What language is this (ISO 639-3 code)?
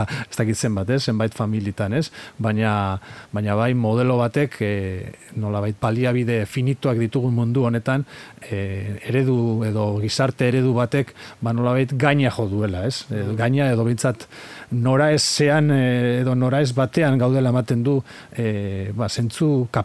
eus